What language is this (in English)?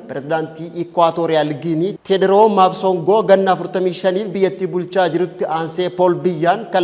Oromo